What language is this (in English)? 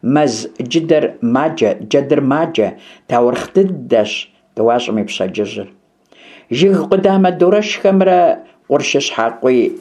Kabardian